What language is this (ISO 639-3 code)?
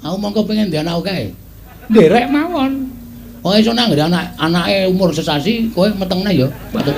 jav